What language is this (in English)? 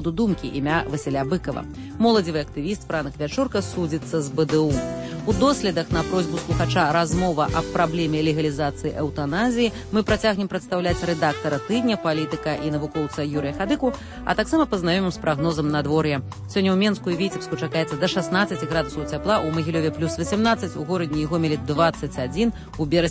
Belarusian